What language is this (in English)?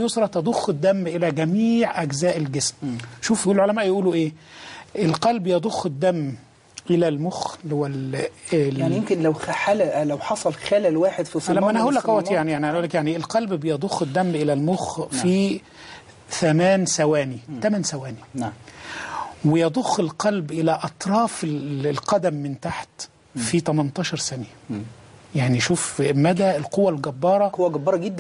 Egyptian Arabic